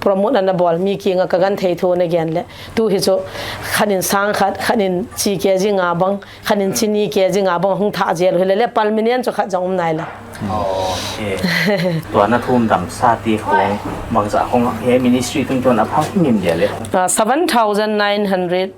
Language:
Paite Chin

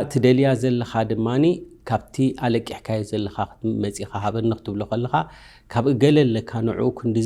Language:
Tigrinya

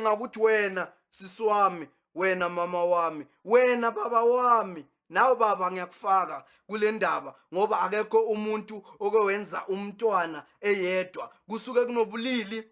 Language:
Zulu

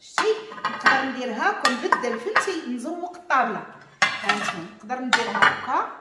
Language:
Moroccan Arabic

